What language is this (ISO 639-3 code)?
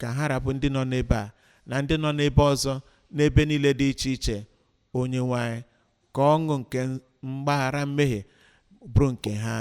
ibo